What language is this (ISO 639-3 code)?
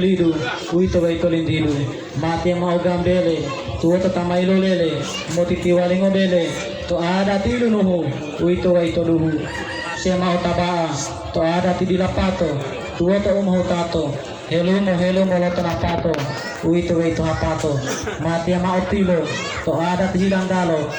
gor